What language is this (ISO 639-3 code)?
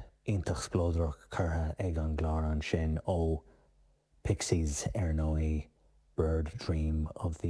gle